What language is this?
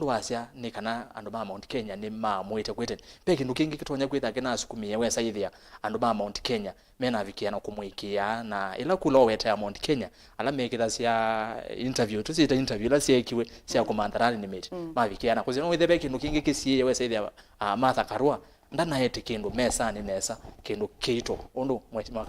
Kamba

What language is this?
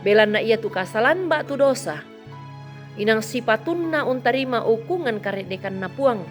Toraja-Sa'dan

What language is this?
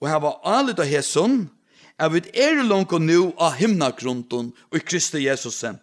Faroese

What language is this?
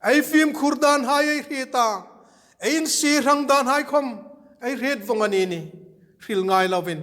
Hmar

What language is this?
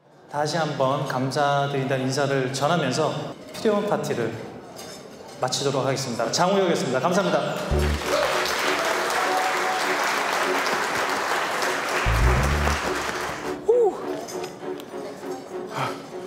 Korean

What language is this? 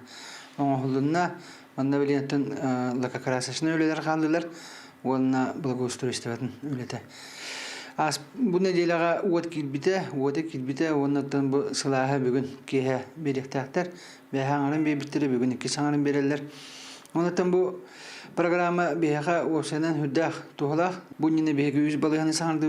Yakut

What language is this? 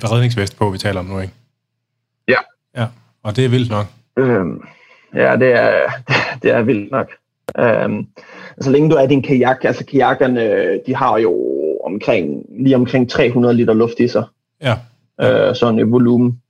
Danish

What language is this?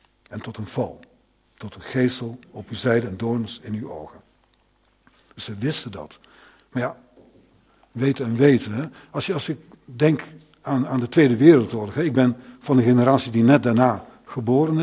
Dutch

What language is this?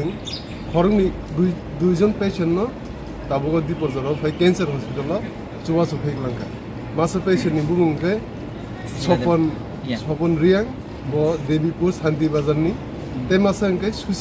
Kok Borok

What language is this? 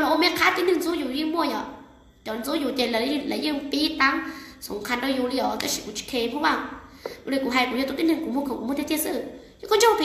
Hmong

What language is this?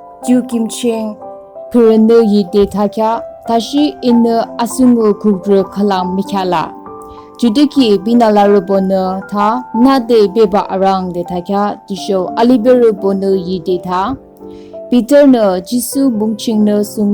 Yimchungru Naga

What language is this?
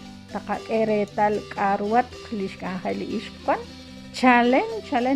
Kekchí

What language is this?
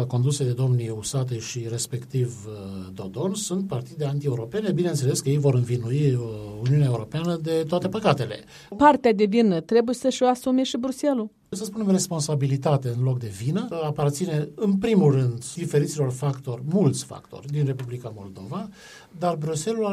Romanian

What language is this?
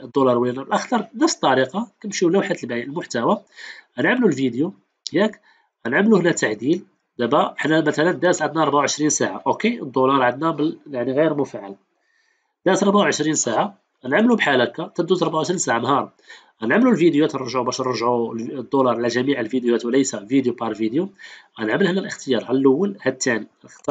Moroccan Arabic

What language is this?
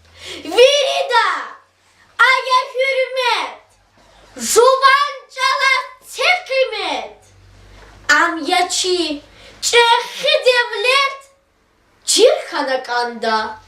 Lezghian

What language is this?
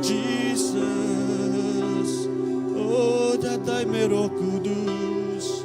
Iban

